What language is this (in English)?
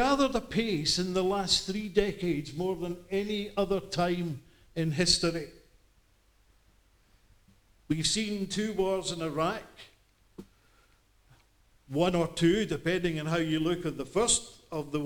English